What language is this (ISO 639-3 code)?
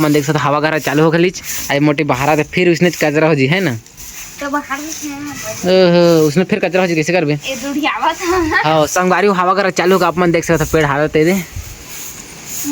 hne